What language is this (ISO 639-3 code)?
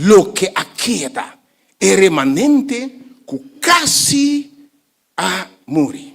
pap